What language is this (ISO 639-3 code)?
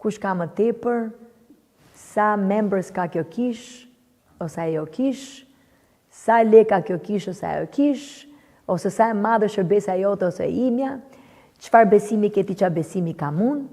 sqi